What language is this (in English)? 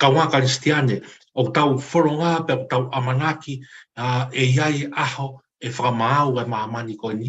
Tongan